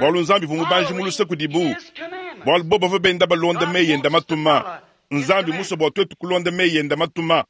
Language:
Luba-Lulua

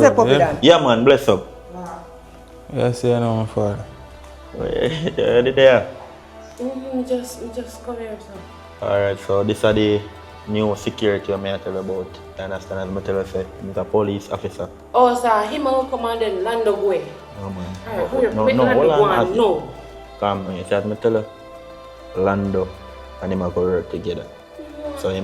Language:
Jamaican Creole English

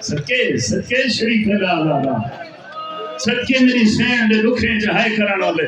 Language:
Saraiki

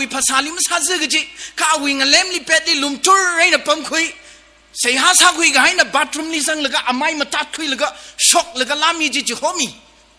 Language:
Tangkhul Naga (India)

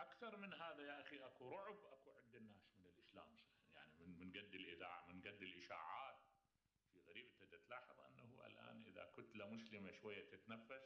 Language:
Mesopotamian Arabic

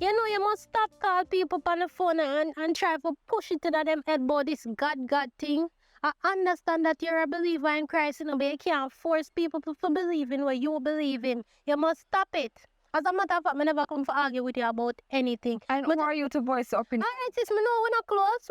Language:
Jamaican Creole English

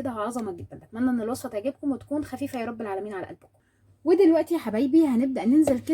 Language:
Egyptian Arabic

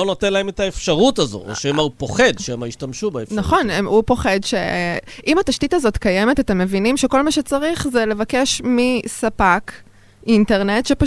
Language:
Hebrew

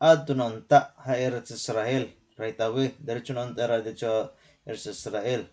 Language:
Waray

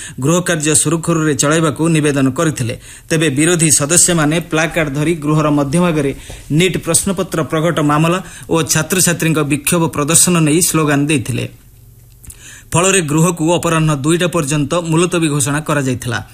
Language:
Odia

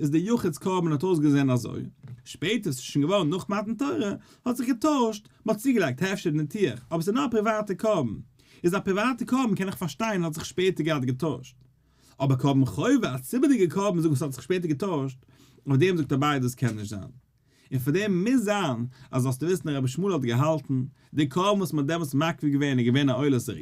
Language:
Yiddish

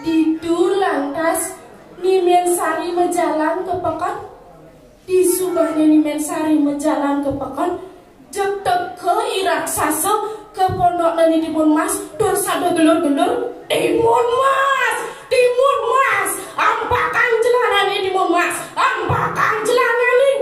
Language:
Balinese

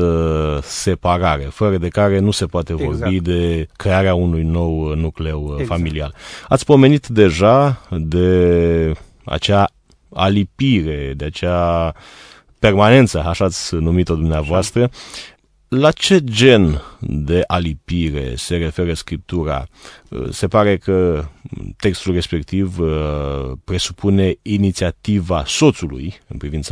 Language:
Romanian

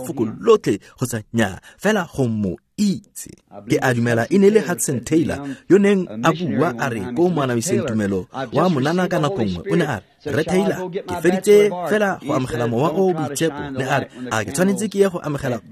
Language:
Tswana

